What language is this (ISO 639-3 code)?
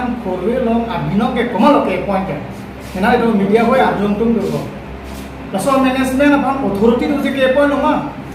mjw